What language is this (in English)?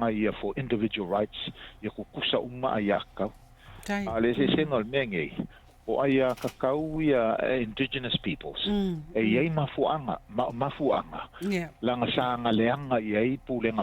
Samoan